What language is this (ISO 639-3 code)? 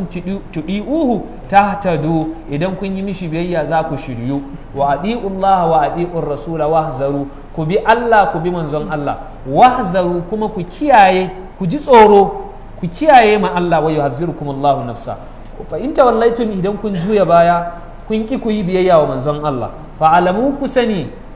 hau